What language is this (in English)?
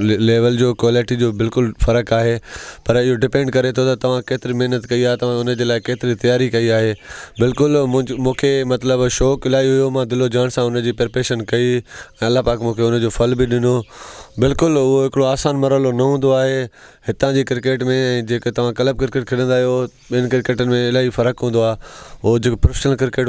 Sindhi